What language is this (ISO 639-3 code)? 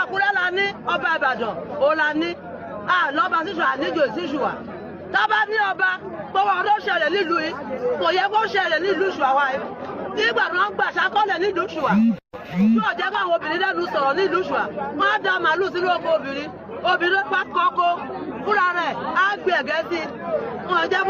yor